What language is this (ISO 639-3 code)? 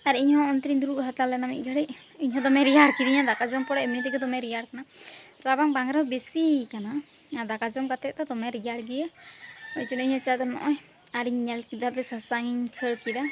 sat